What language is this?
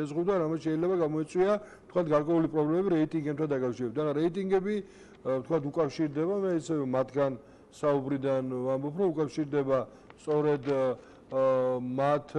Georgian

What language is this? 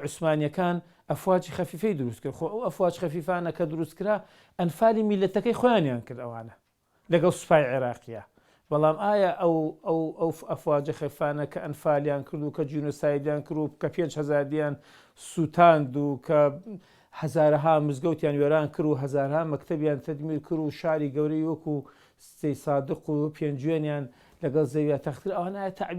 Central Kurdish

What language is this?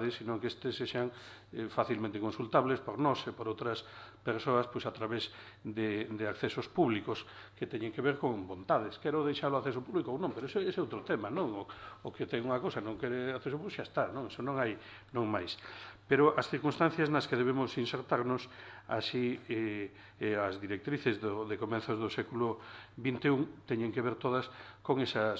Galician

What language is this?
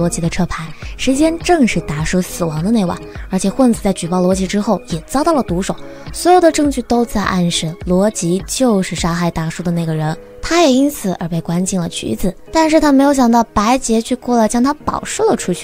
Chinese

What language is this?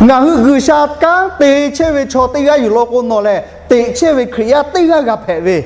Lahu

